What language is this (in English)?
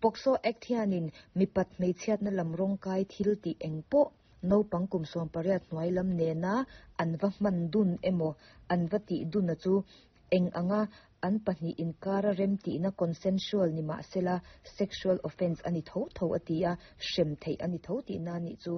Mizo